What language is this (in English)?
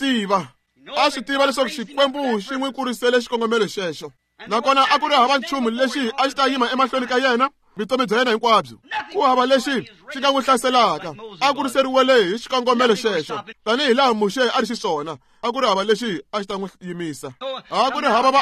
Tsonga